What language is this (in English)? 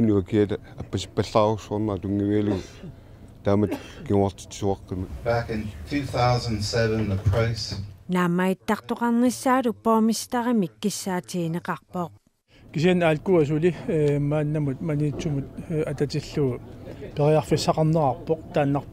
Kalaallisut